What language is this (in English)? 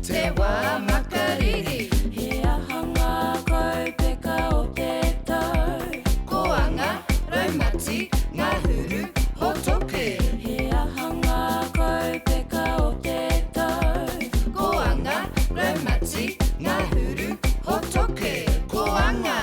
Māori